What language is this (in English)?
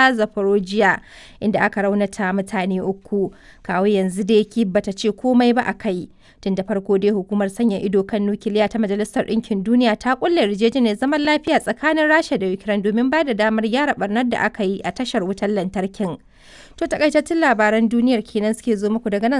Hausa